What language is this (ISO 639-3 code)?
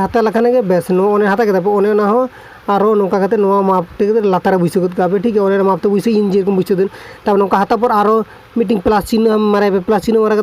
sat